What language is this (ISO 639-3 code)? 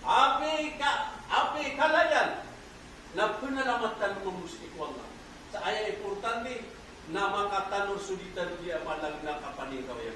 mrw